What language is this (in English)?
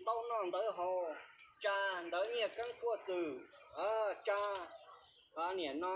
Hmong